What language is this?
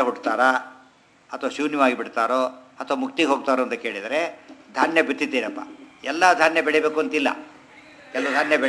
Kannada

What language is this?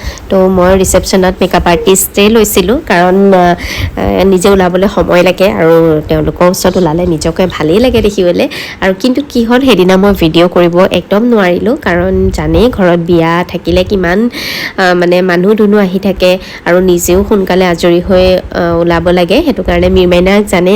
Assamese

